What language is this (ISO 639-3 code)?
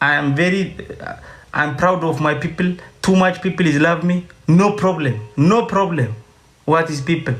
orm